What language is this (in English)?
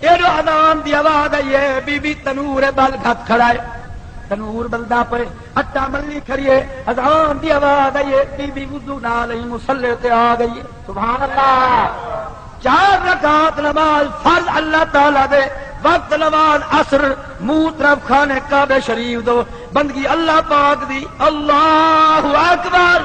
Saraiki